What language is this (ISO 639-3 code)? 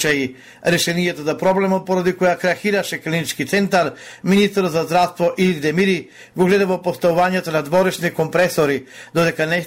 mkd